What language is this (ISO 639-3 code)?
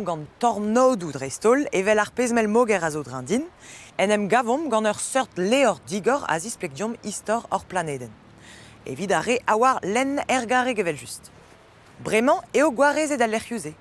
bre